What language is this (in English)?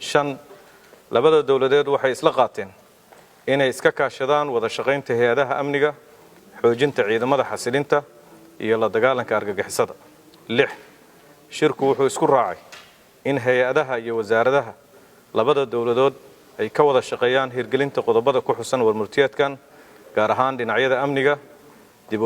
Somali